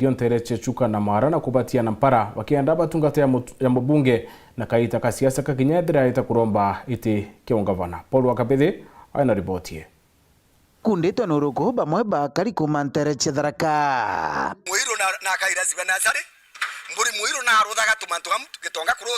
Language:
Meru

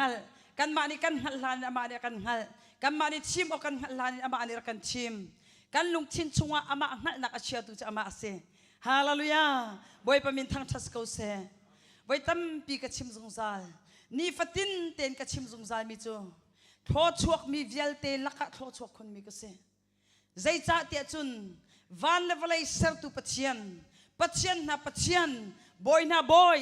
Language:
Hakha Chin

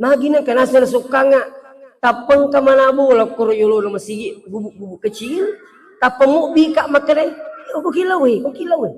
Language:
Buginese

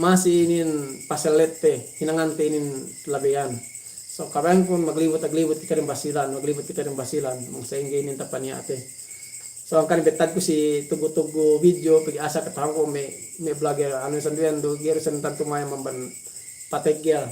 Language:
Yakan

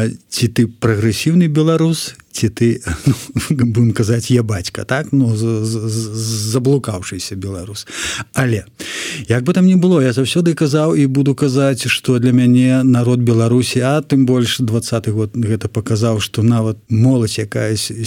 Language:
Belarusian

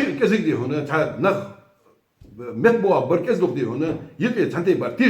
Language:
Ingush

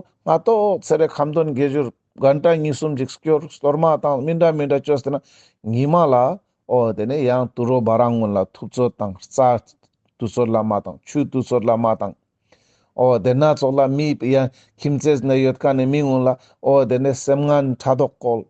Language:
Ladakhi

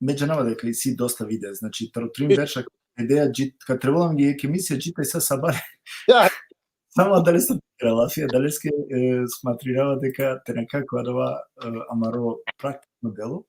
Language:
Balkan Romani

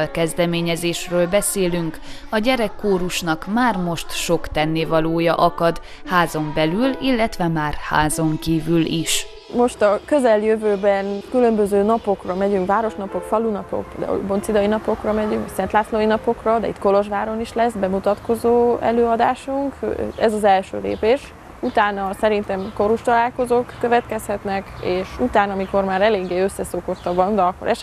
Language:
Hungarian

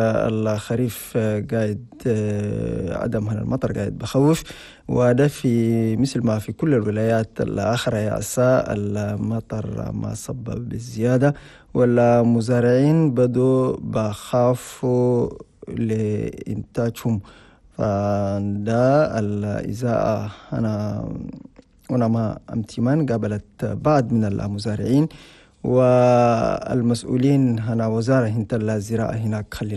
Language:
Chadian Arabic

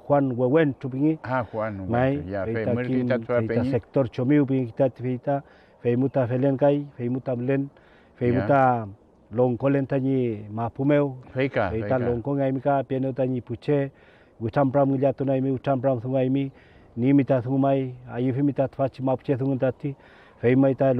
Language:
Mapuche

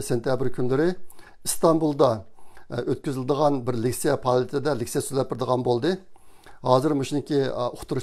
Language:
Uyghur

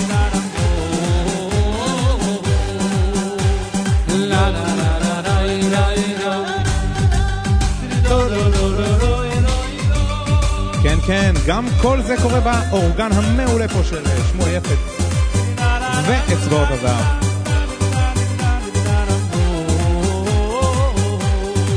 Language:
Hebrew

